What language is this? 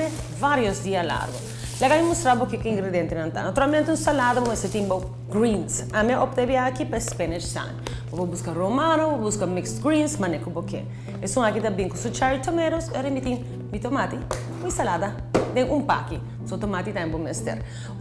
Papiamento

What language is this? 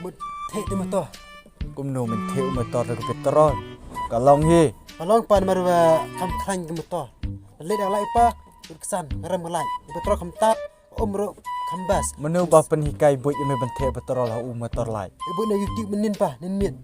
Khasi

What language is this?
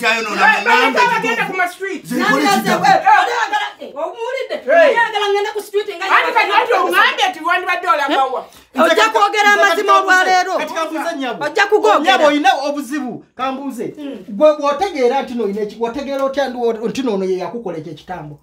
Ganda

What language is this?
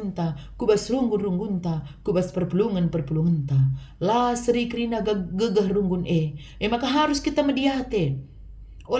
Batak Karo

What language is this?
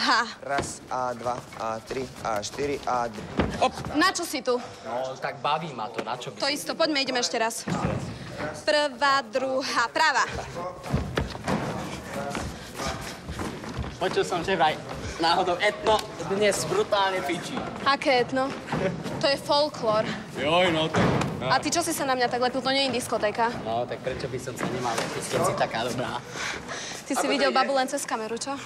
Slovak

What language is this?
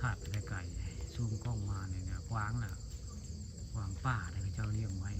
Northeastern Thai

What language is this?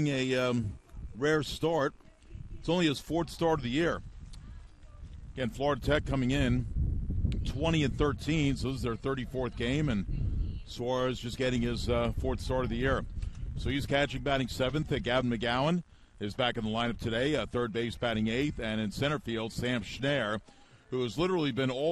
English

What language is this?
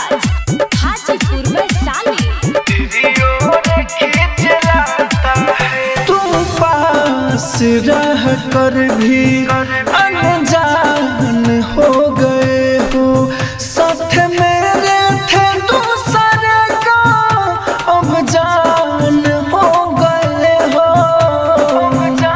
Bhojpuri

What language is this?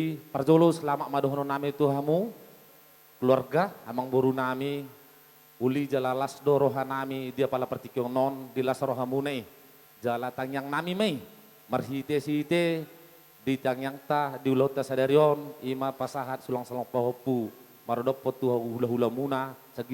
Batak Toba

